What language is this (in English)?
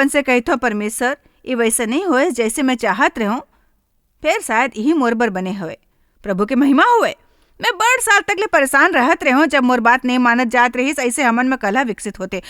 Chhattisgarhi